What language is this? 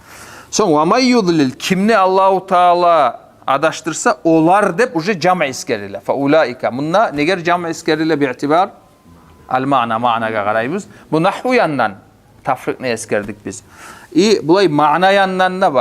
Kumyk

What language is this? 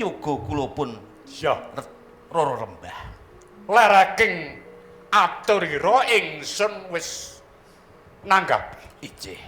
Javanese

